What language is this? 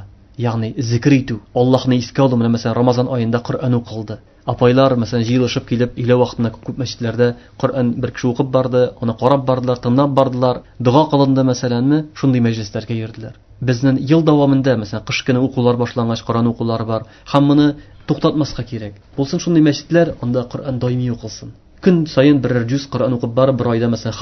Tatar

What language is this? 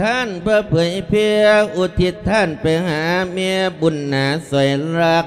Lao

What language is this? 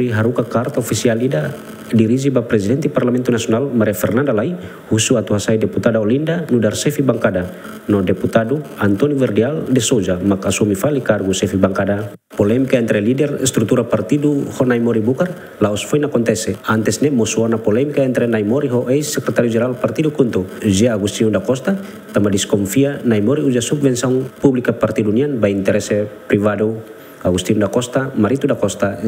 Tetum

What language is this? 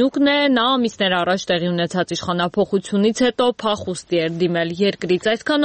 Armenian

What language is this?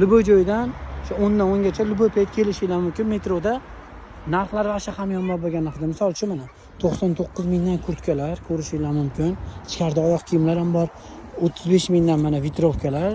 Uzbek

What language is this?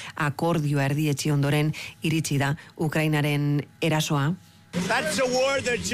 Basque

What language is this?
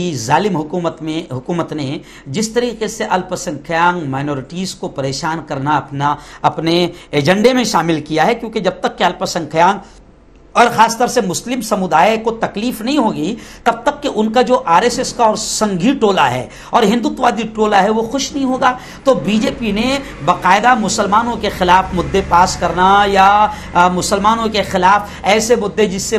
Urdu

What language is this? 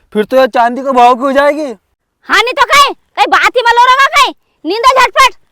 Rajasthani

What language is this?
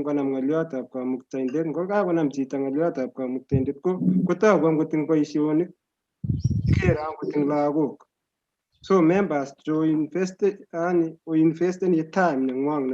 Kalenjin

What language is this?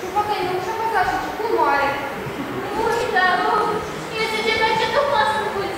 Chuvash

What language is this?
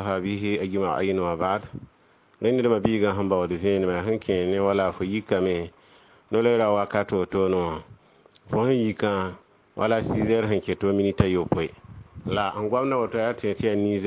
Mossi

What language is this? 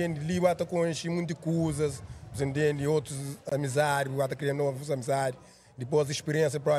Kabuverdianu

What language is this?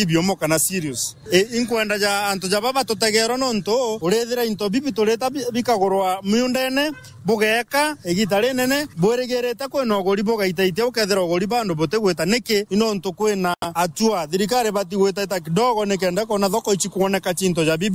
Meru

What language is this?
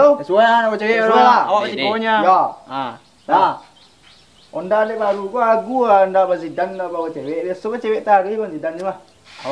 Minangkabau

